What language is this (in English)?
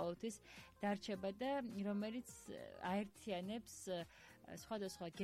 Georgian